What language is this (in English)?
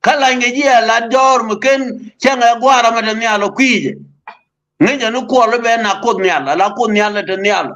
Nuer